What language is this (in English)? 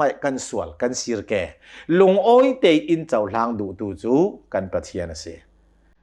Hakha Chin